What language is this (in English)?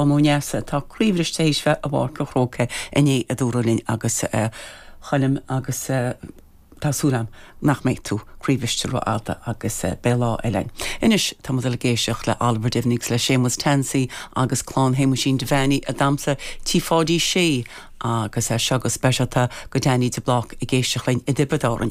Irish